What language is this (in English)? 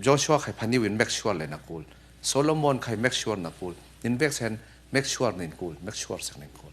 Falam Chin